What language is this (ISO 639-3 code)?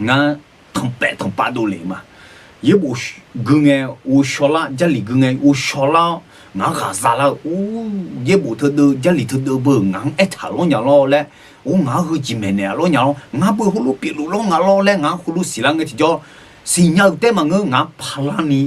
ahk